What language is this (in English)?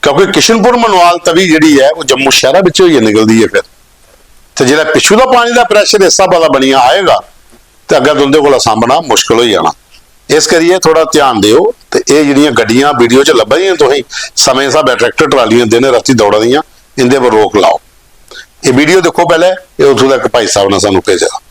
Dogri